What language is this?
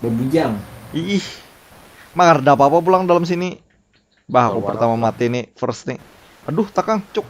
Banjar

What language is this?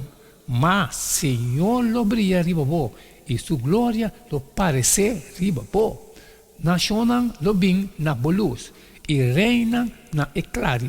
Papiamento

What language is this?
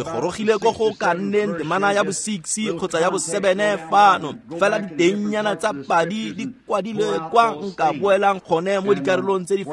Tswana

